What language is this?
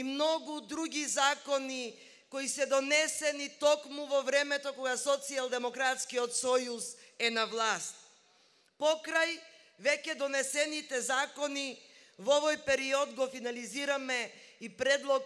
Macedonian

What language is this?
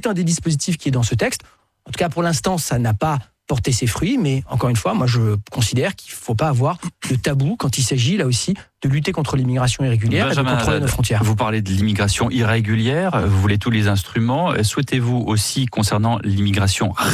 French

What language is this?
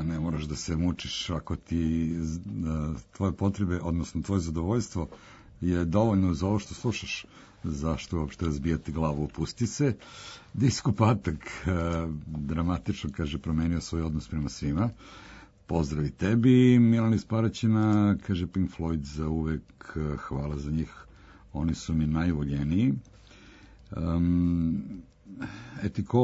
Serbian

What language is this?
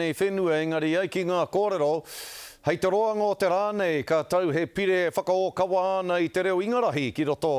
Māori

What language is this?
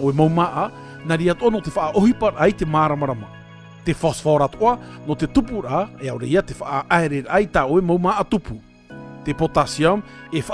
Tahitian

